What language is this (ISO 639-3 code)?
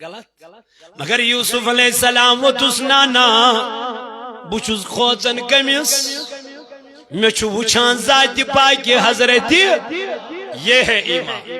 kas